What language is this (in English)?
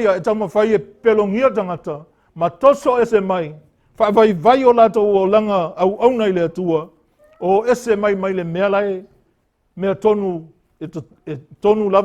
Samoan